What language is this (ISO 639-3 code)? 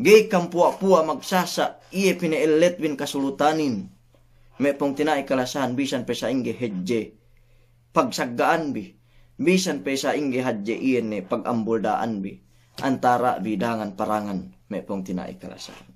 yka